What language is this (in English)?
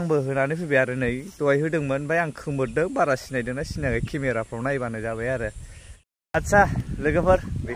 Bodo